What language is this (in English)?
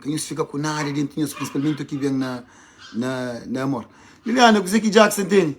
Kabuverdianu